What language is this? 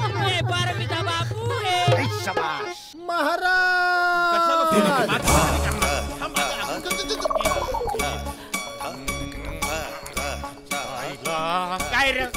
Marathi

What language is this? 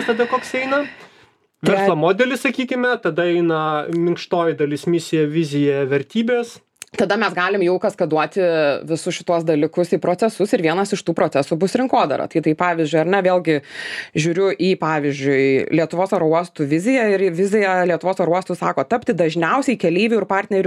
Lithuanian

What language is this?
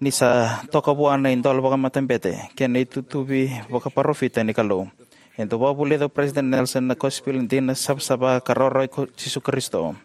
Fijian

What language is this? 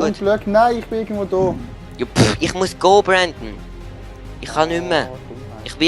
Swiss German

